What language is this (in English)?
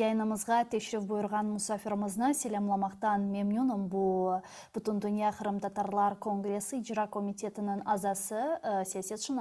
Crimean Tatar